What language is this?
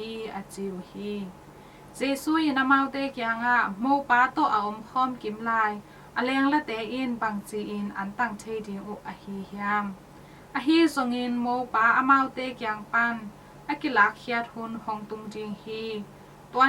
Tedim Chin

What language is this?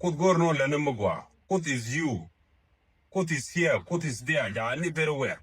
Nuer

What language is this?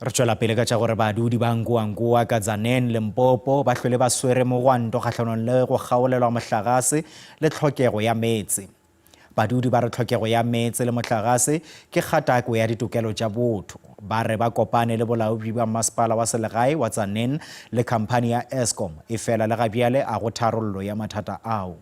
Northern Sotho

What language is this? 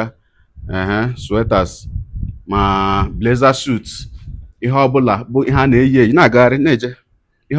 Igbo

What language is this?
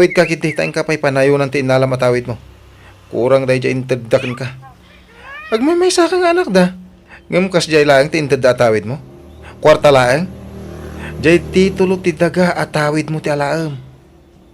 Iloko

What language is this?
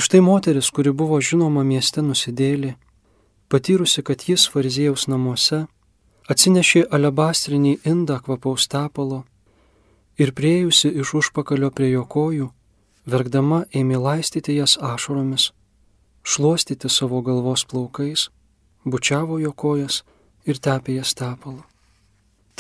Lithuanian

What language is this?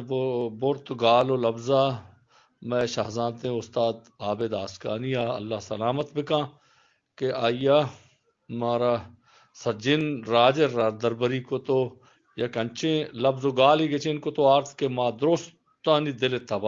Eastern Balochi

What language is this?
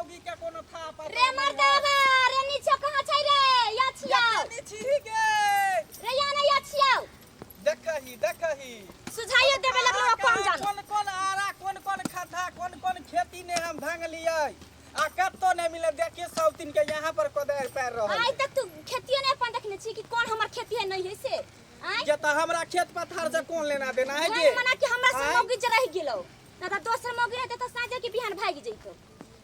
Maithili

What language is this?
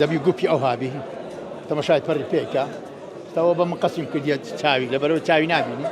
Central Kurdish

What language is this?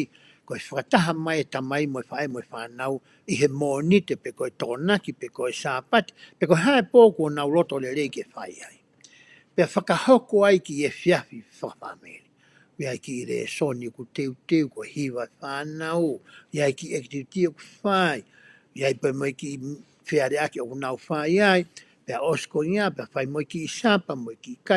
Tongan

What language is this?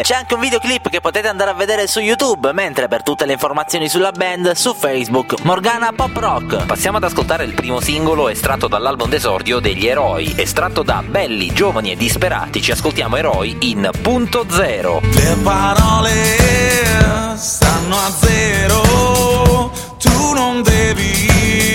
Italian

